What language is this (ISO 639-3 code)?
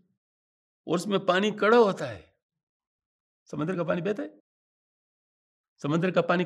urd